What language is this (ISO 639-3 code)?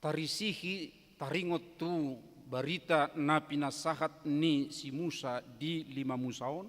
bbc